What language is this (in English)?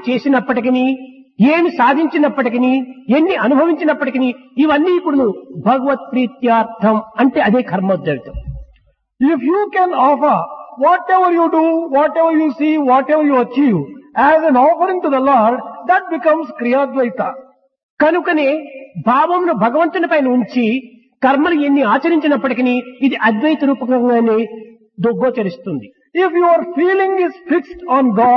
Telugu